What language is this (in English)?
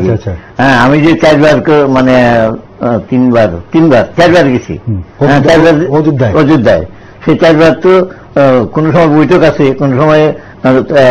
Bangla